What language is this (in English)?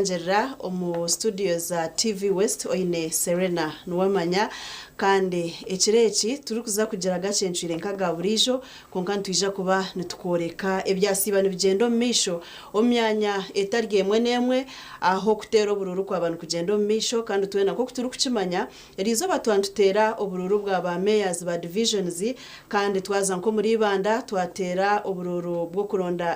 Nyankole